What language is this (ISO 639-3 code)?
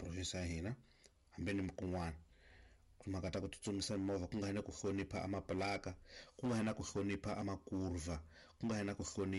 tso